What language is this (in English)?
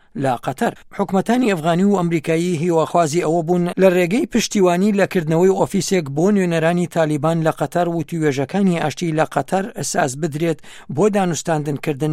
Central Kurdish